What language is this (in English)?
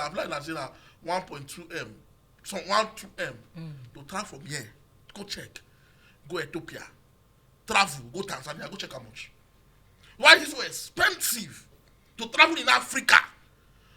Nigerian Pidgin